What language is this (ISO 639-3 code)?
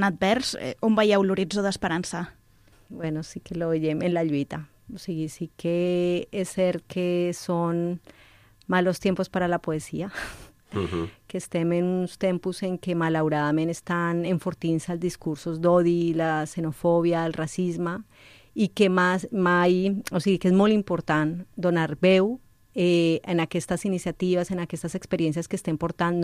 cat